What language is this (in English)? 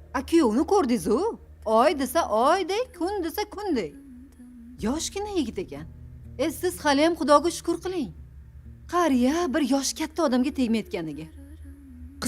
Uzbek